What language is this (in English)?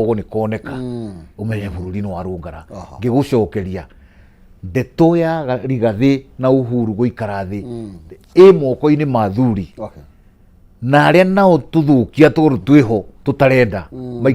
Kikuyu